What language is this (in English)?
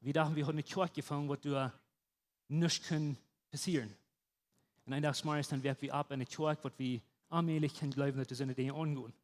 Plautdietsch